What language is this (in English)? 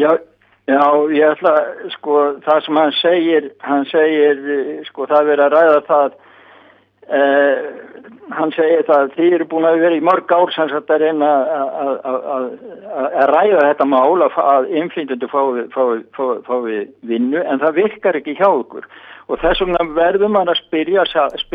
Icelandic